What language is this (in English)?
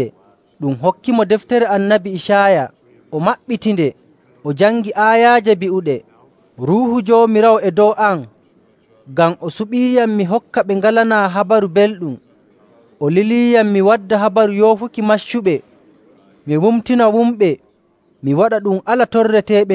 Nigerian Fulfulde